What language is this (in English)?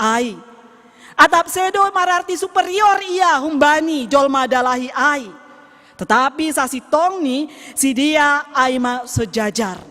Batak Simalungun